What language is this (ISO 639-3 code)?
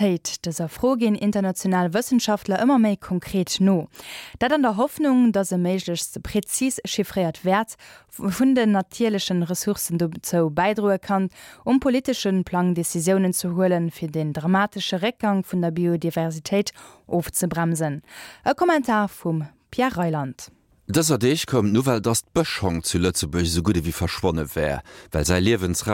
ltz